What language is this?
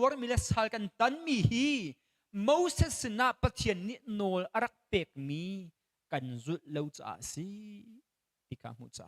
Hakha Chin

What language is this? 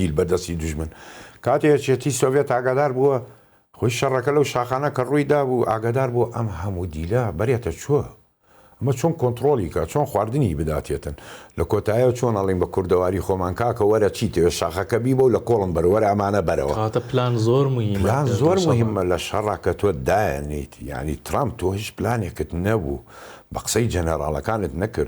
Central Kurdish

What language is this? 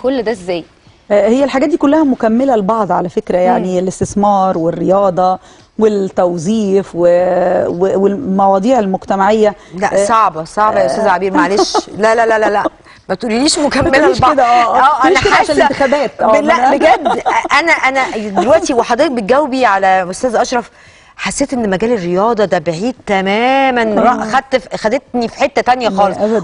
Egyptian Arabic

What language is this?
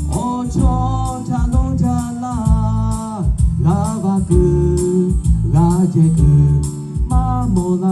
Lahu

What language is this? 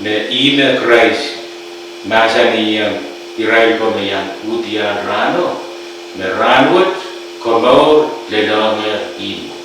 Pohnpeian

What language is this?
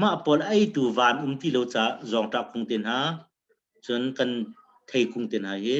Hakha Chin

